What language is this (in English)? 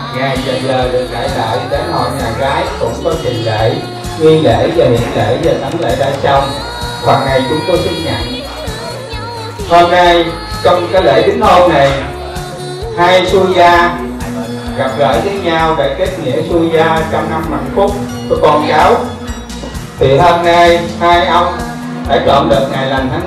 Vietnamese